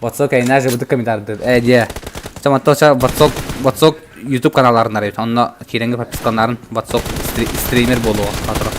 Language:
Yakut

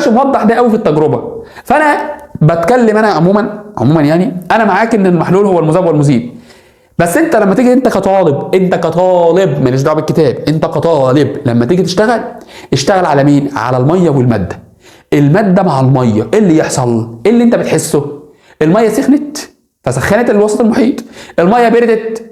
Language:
Egyptian Arabic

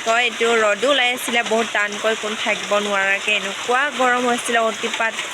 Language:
Assamese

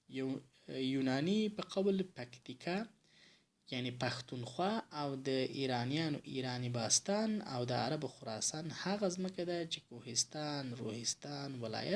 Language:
Pashto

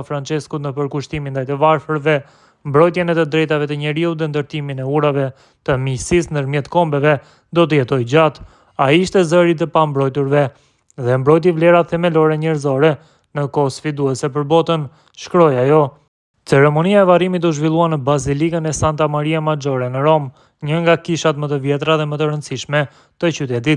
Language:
Albanian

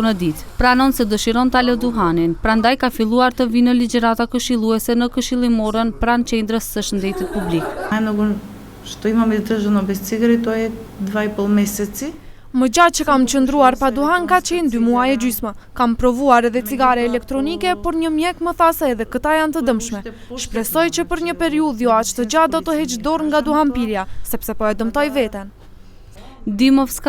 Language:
Albanian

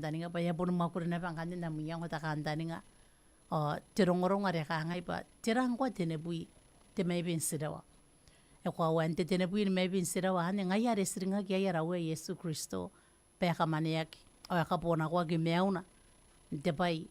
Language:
Gilbertese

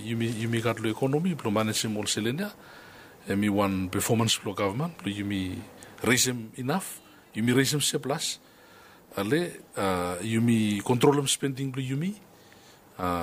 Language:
Bislama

